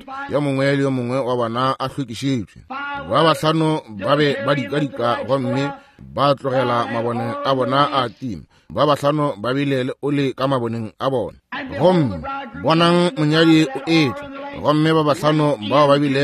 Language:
Northern Sotho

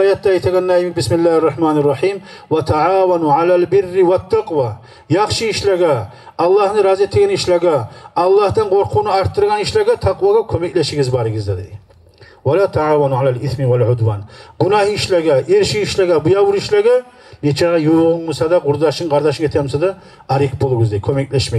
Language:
Kumyk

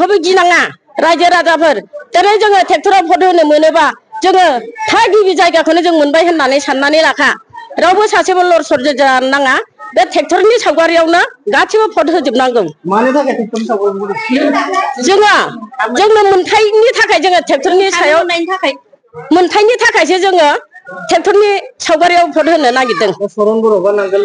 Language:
Bodo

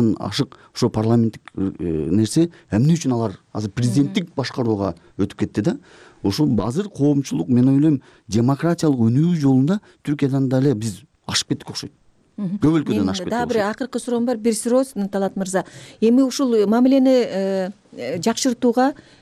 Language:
Kyrgyz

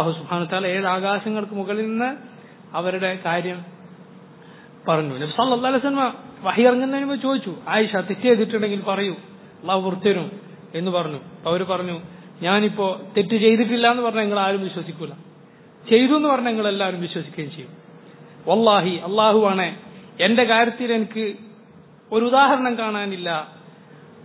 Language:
Malayalam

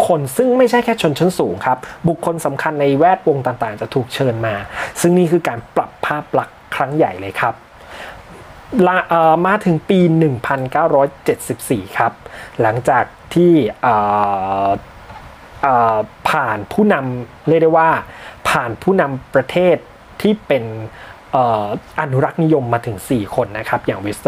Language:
Thai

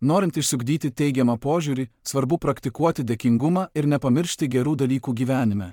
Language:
Lithuanian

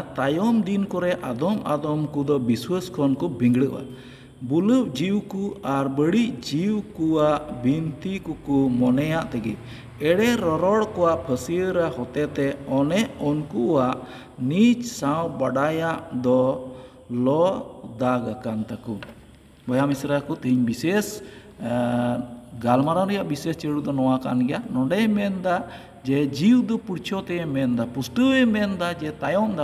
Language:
Santali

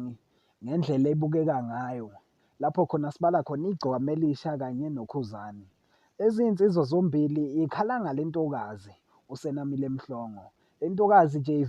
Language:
Zulu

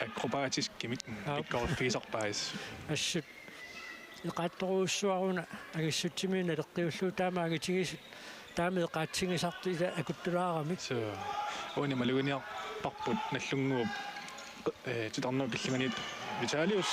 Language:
Kalaallisut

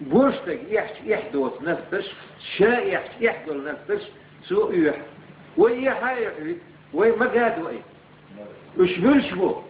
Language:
Chechen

